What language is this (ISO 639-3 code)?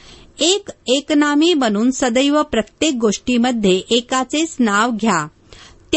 mar